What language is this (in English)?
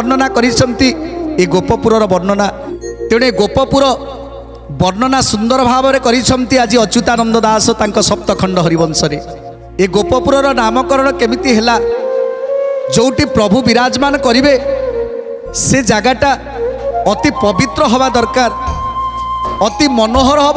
Odia